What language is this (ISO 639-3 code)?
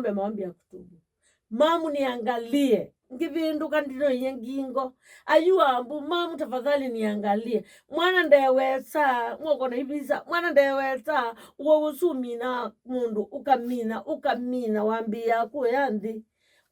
kam